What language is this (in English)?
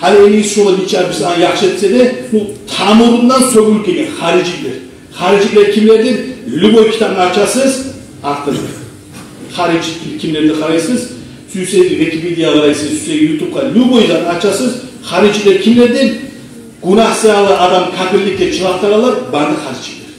Kumyk